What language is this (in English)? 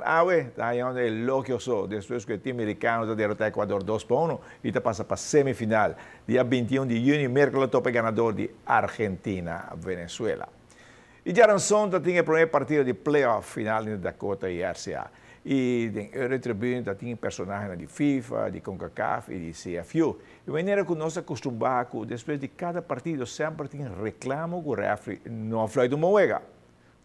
Papiamento